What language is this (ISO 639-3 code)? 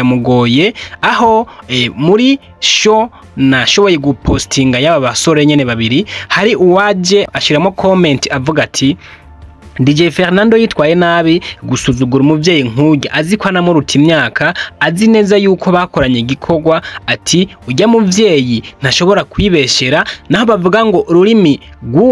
run